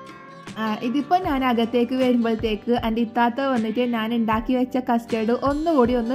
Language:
Malayalam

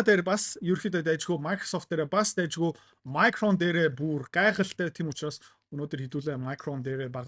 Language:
Mongolian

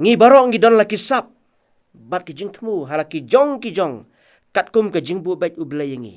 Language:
Khasi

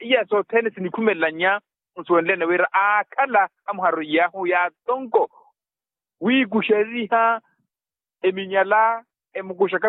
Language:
Makhuwa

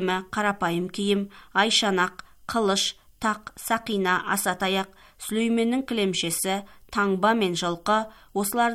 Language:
Kazakh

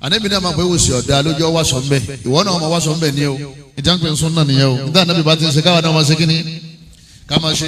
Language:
Yoruba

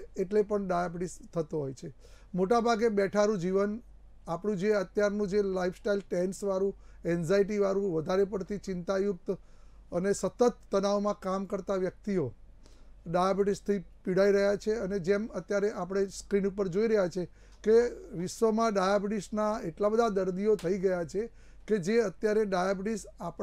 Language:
Gujarati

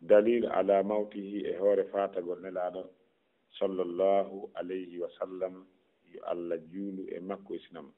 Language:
Fula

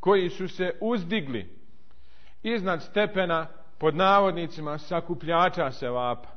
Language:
Bosnian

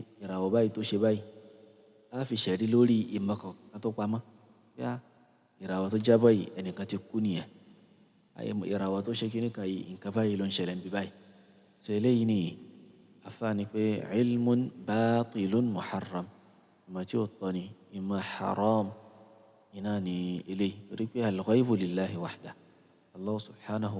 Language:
Yoruba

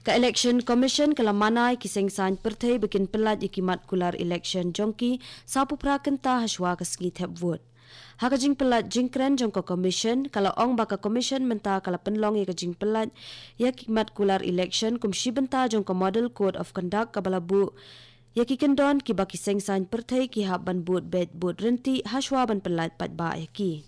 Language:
Khasi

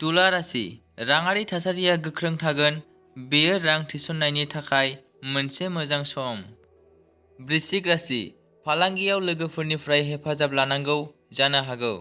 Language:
Bodo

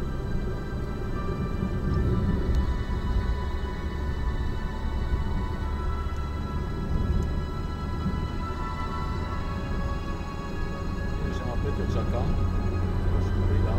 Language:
Slovak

